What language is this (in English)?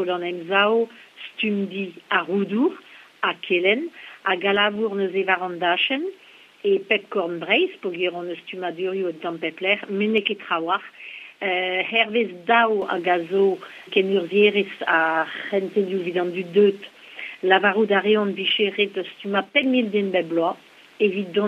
Breton